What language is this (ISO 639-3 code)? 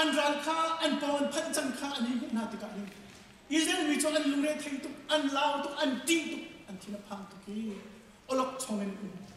cnh